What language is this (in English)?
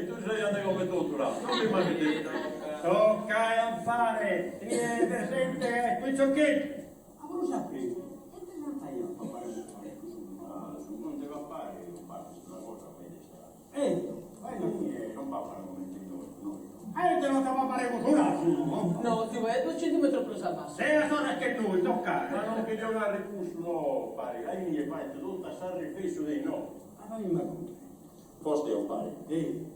Sardinian